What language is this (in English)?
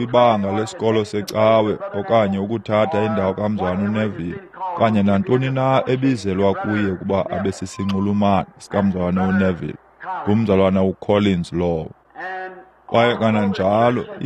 Xhosa